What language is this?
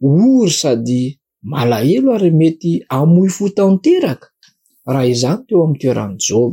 Malagasy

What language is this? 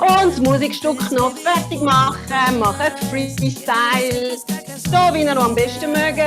Swiss German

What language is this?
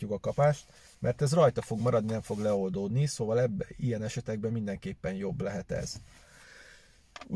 Hungarian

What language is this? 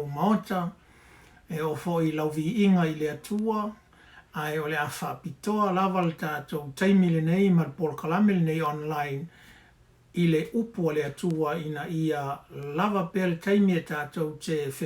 Samoan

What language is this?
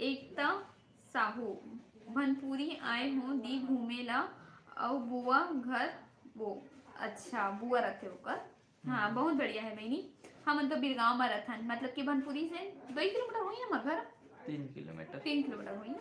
Chhattisgarhi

